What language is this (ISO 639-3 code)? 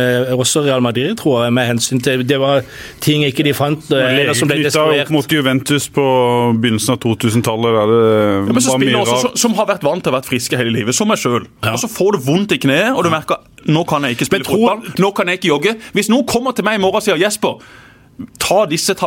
nor